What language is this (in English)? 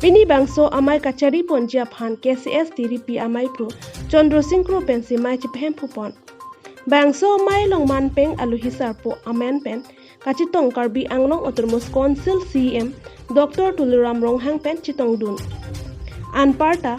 Karbi